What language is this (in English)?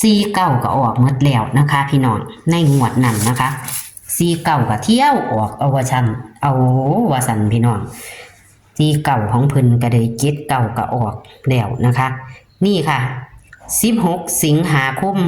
Northeastern Thai